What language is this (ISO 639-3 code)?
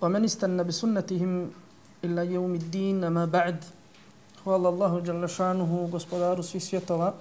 bos